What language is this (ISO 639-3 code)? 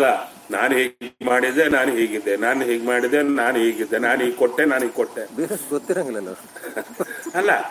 kan